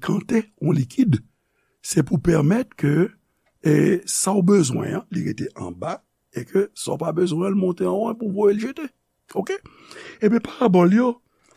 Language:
Haitian Creole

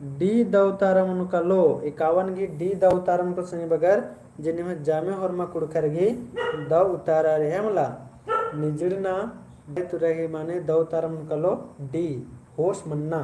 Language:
Kurukh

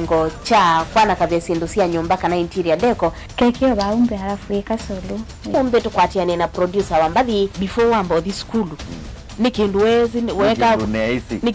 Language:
Kamba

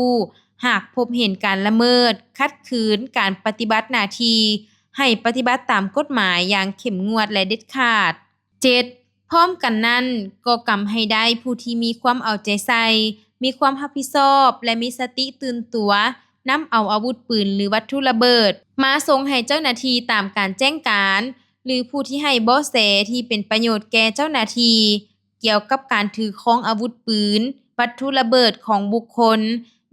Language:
Lao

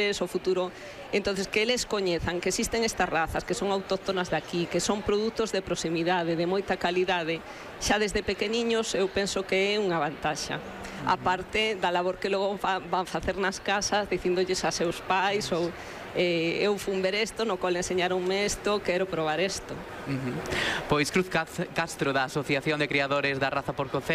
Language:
Galician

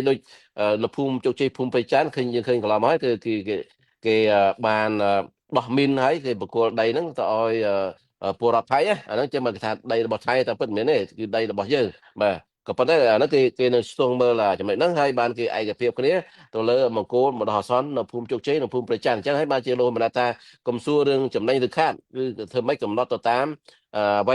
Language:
Khmer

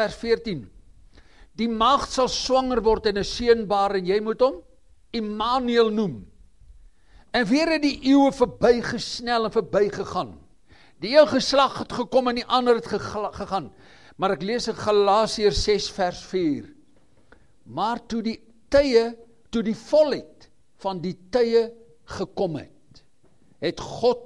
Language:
Afrikaans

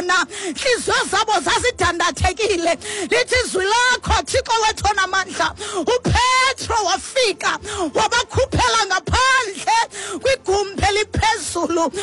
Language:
Xhosa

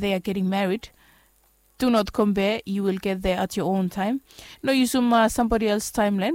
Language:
Bislama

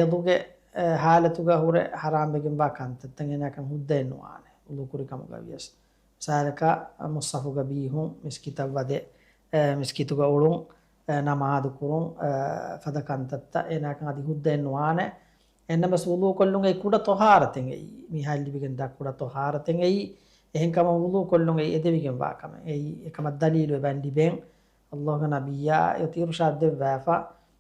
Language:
Divehi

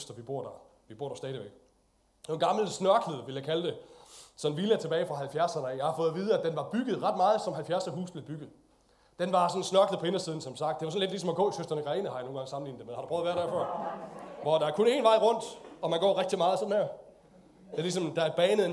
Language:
Danish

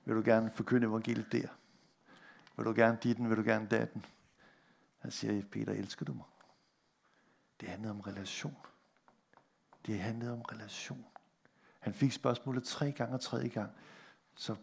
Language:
Danish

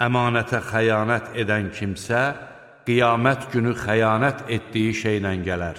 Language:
Azerbaijani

